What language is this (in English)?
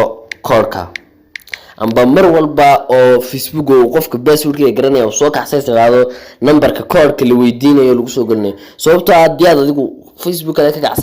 Somali